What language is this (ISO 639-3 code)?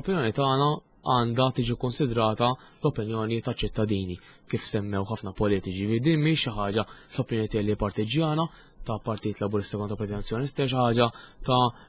mlt